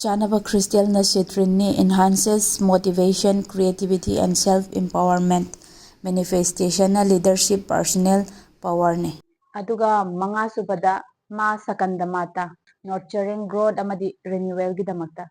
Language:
Manipuri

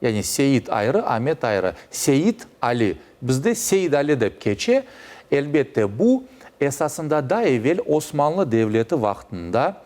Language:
Crimean Tatar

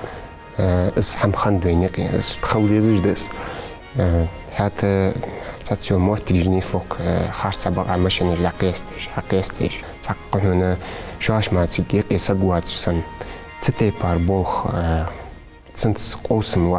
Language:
Ingush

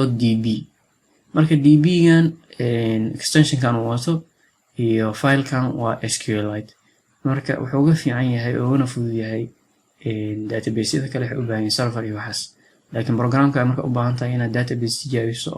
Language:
Somali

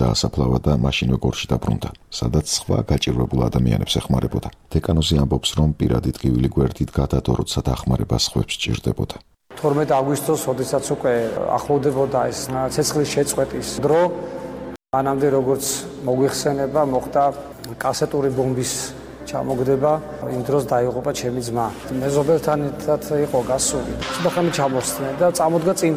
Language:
Georgian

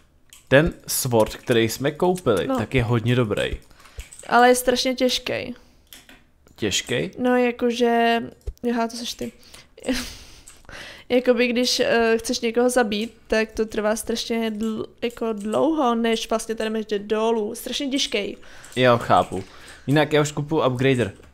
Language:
Czech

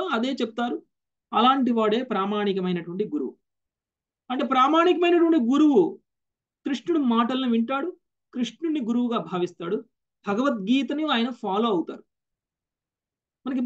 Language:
Telugu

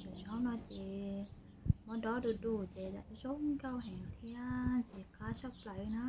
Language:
Hmong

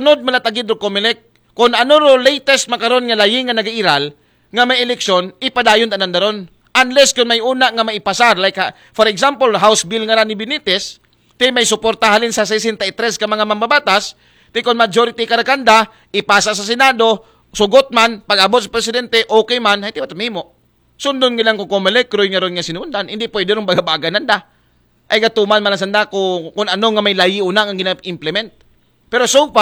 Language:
Aklanon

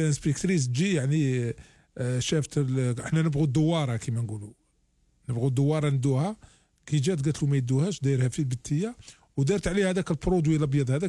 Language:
Algerian Arabic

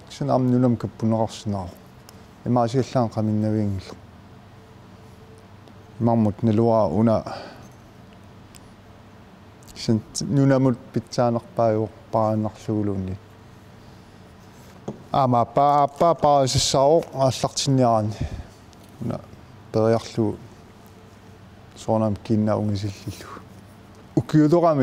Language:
Kalaallisut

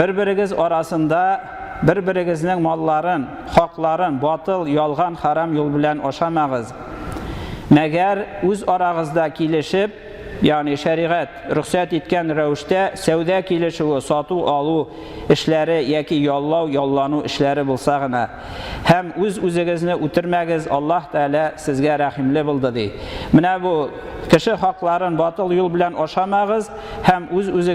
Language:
Tatar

